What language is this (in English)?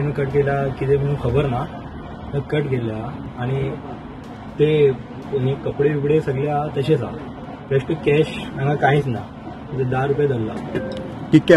Konkani